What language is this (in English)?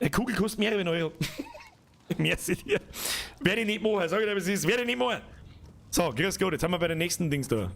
Bavarian